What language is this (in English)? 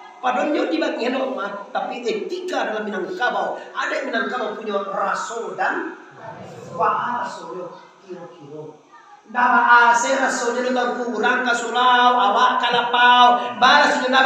Minangkabau